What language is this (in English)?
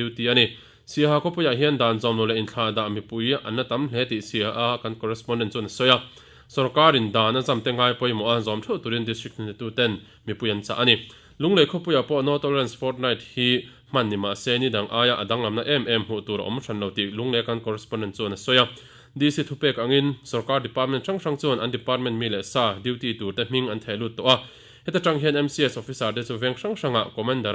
Mizo